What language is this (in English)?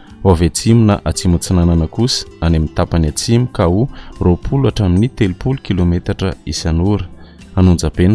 Malagasy